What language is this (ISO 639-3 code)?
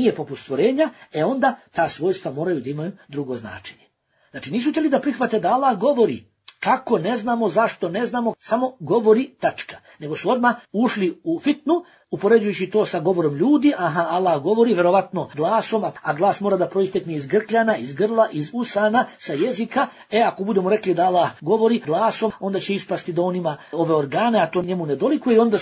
bos